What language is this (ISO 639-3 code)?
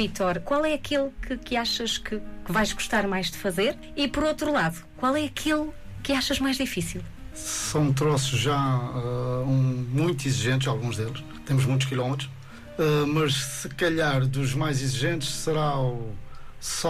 por